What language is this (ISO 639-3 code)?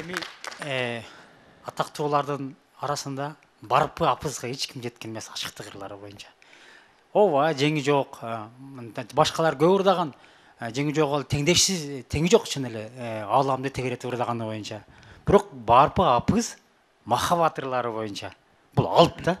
kir